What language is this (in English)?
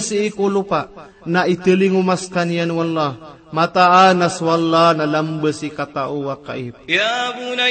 Maranao